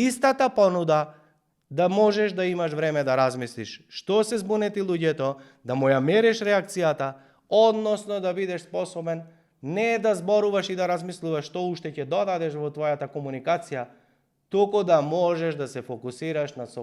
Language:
Macedonian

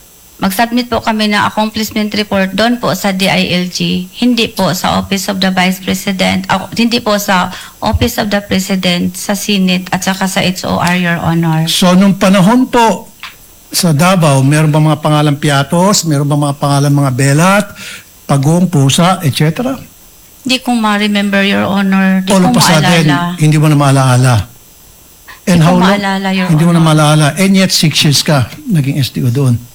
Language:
Filipino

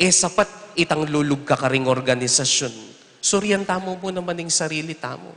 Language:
Pampanga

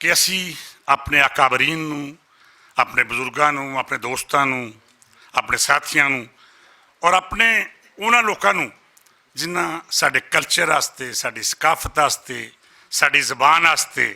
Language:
Western Panjabi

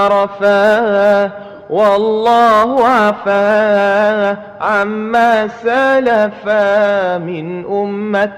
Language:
Madurese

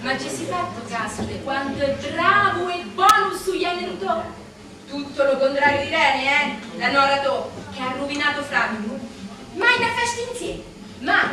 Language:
Sicilian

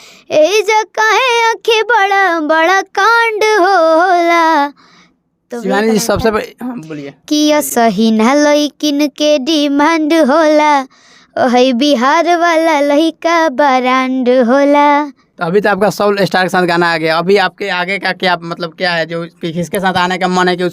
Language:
Bhojpuri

